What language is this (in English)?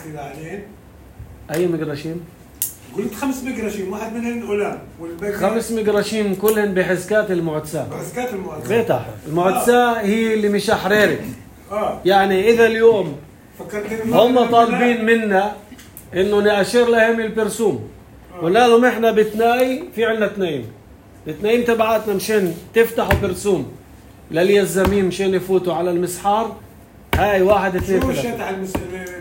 North Levantine Arabic